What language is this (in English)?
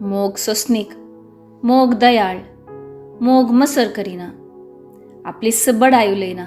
Konkani